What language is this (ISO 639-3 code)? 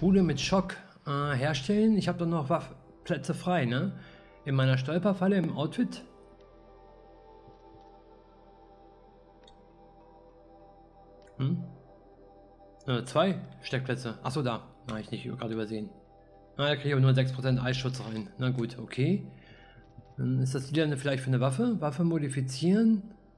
deu